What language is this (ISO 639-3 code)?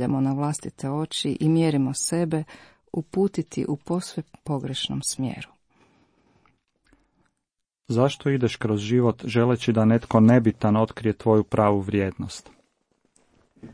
hrv